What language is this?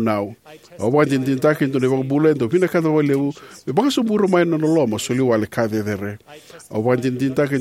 Fijian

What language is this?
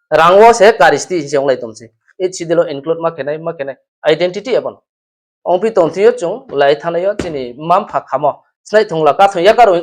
Riang (India)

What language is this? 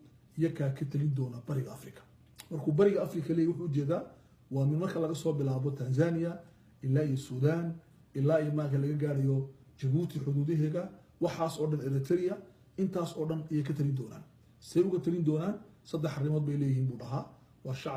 Somali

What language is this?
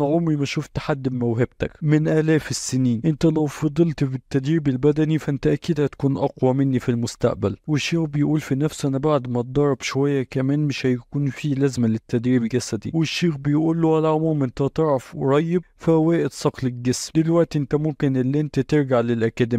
Egyptian Arabic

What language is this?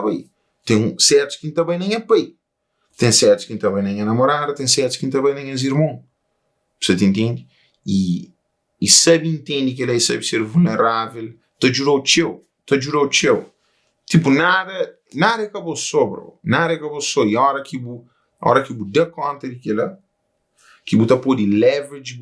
Kabuverdianu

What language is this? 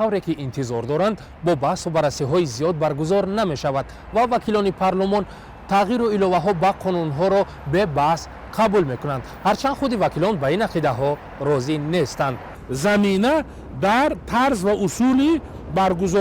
Tajik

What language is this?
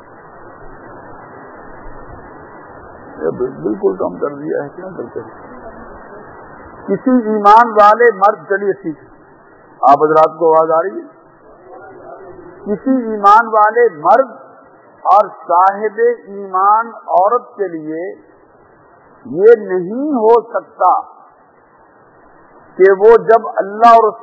Urdu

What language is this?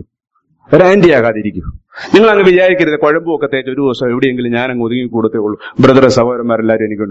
Malayalam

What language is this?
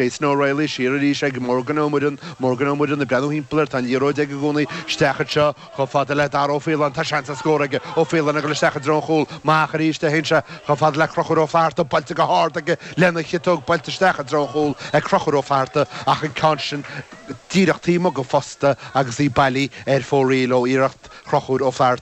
Irish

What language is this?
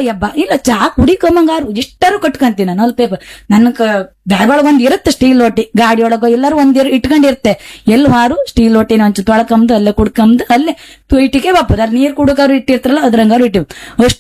Kannada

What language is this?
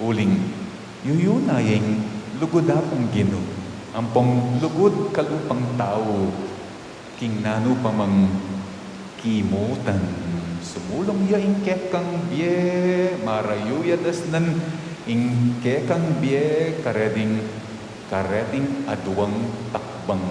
Pampanga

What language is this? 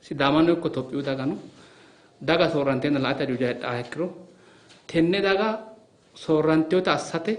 Sidamo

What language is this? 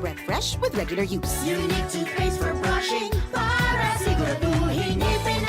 Bikol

